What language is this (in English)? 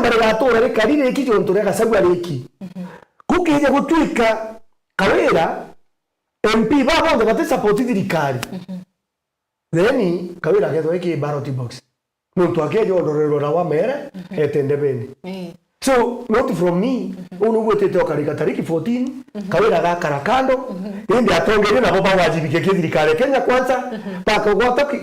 Meru